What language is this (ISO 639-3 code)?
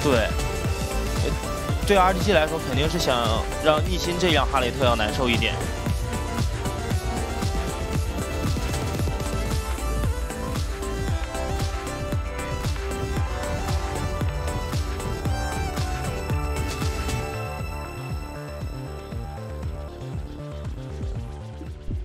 zho